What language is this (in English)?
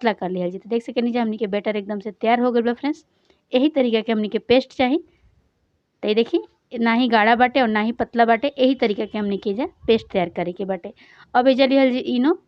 Bhojpuri